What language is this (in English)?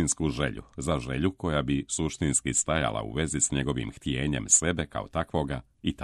Serbian